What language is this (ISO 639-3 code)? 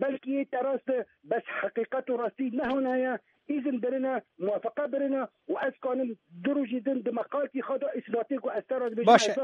kur